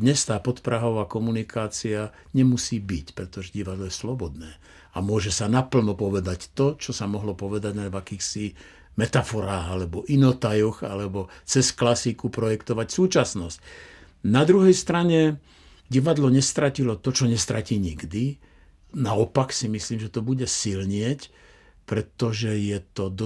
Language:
Slovak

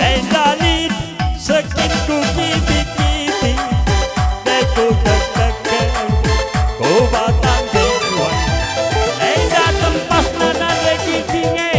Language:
Batak Karo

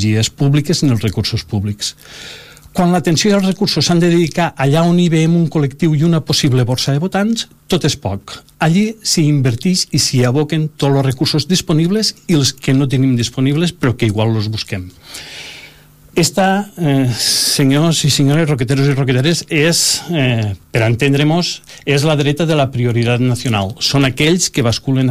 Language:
Catalan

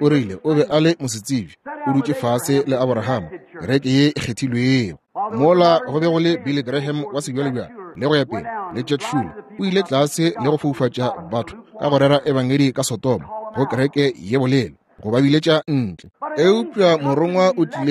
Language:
Northern Sotho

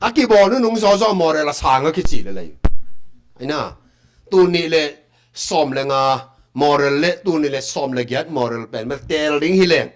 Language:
Tedim Chin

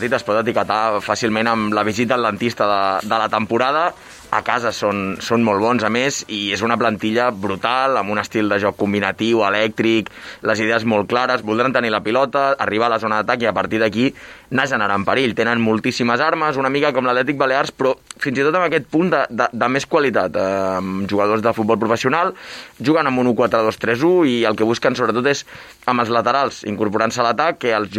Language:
Catalan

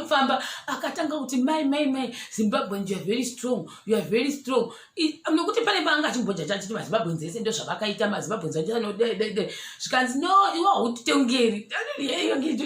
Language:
Shona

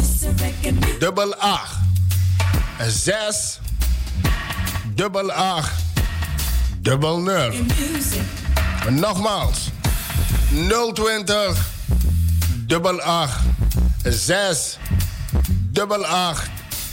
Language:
Dutch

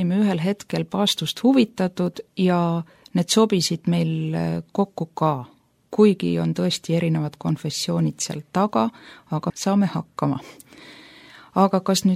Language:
Estonian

